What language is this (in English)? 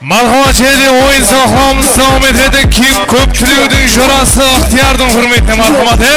Kara-Kalpak